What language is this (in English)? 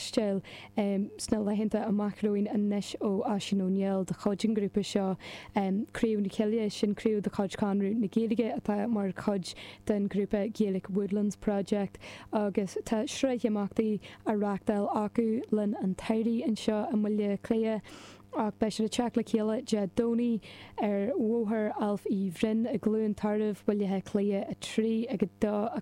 Irish